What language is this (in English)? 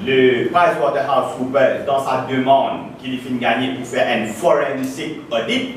Morisyen